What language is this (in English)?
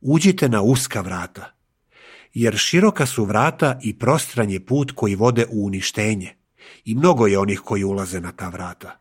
Serbian